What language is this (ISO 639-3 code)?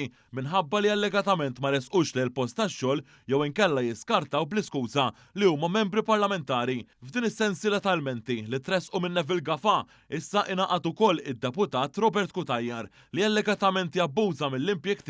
mlt